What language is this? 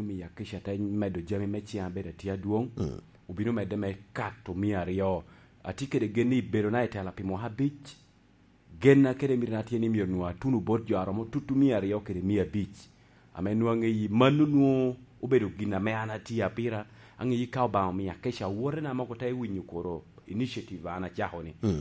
Lango (Uganda)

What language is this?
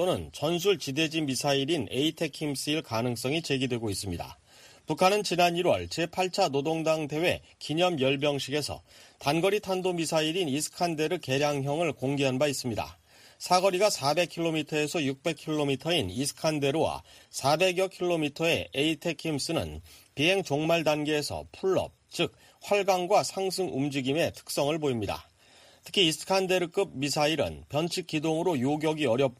Korean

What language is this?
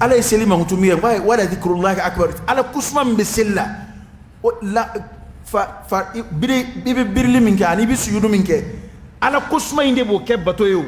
Dyula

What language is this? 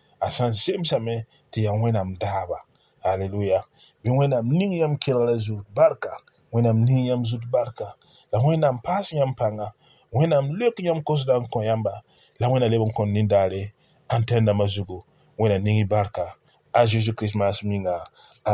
Mossi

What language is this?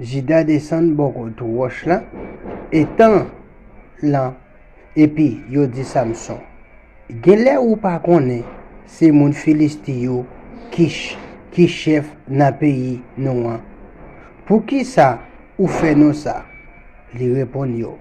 Haitian Creole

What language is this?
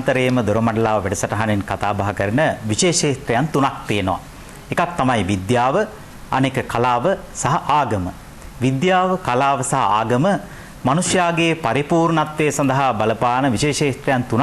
Sinhala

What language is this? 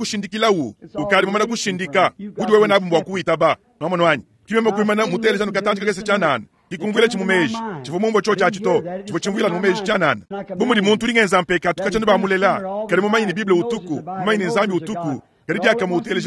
Luba-Lulua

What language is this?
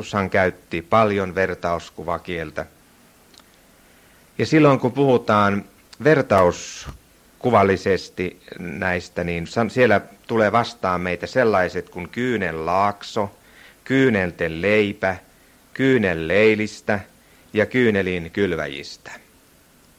Finnish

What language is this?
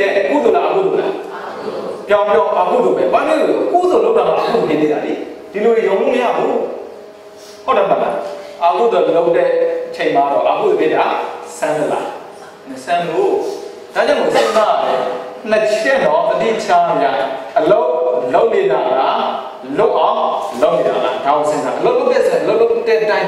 Burmese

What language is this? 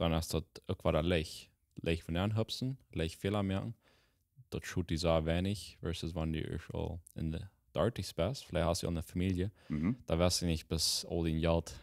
Plautdietsch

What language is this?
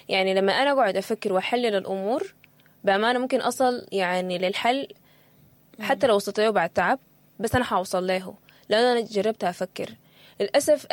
Sudanese Arabic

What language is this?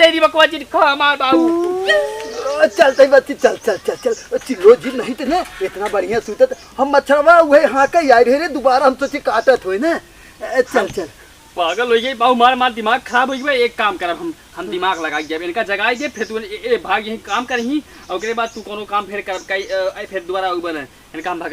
Awadhi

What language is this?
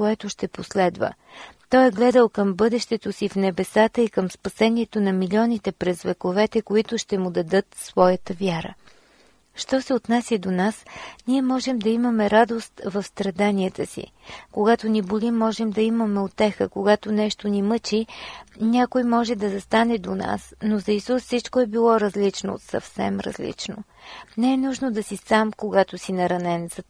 Bulgarian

